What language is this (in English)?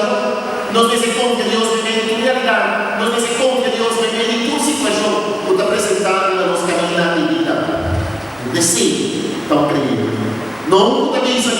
Papiamento